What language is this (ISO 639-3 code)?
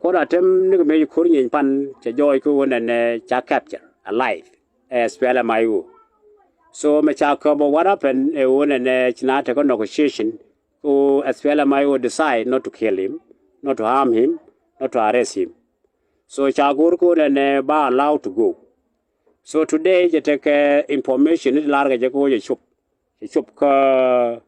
nus